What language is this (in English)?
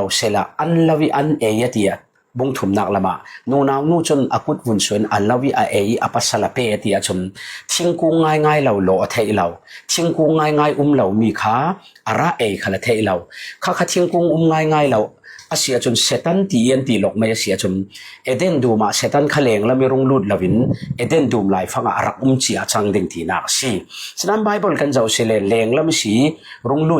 Falam Chin